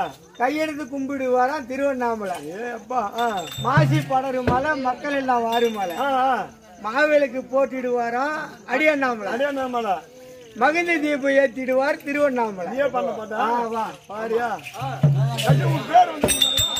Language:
Tamil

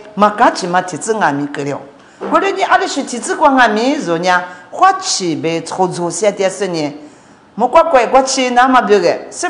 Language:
Lisu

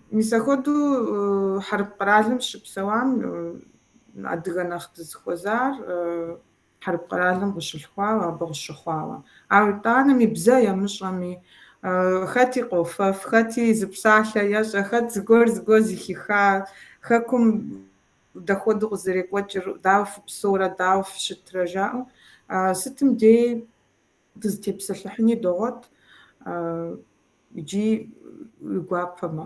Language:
Kabardian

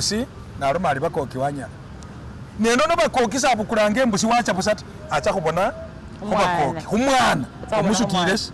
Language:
Masaaba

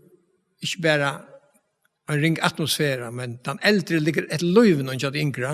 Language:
Faroese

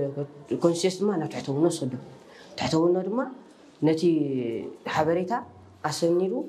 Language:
Tigrinya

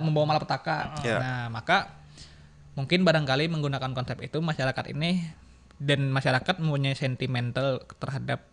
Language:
Banjar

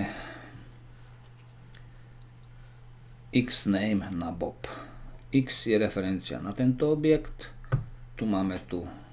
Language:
Slovak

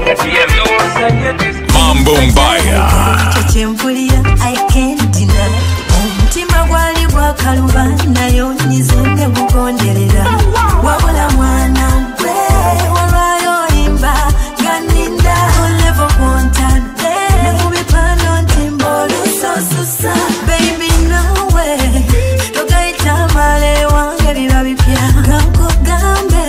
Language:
Ganda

